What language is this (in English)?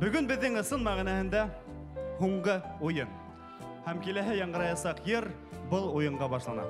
Bashkir